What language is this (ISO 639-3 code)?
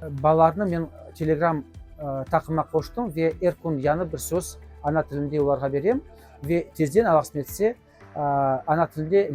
crh